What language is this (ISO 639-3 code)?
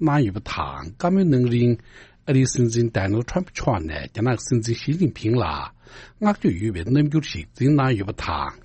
bod